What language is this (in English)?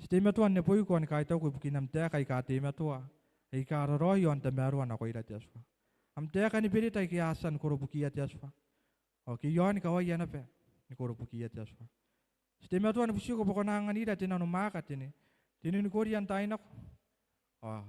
Gilbertese